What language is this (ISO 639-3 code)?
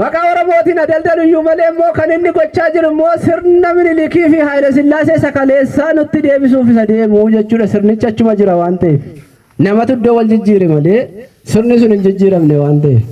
orm